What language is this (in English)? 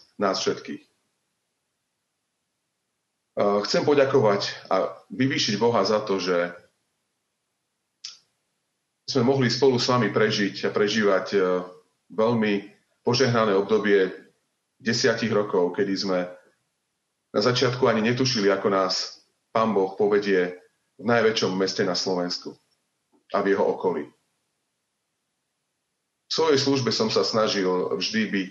Slovak